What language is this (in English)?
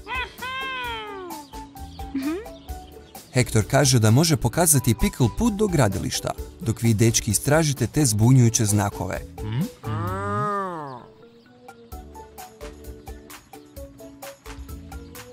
Croatian